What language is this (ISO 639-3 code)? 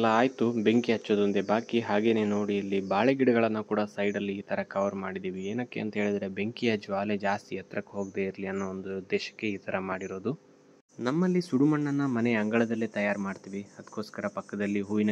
kan